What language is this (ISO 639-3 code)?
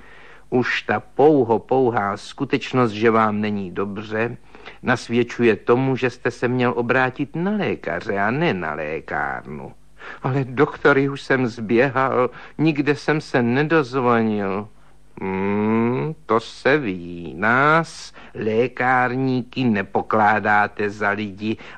ces